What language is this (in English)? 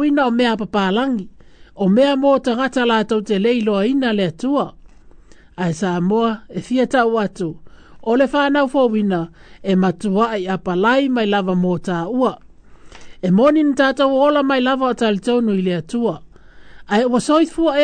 Samoan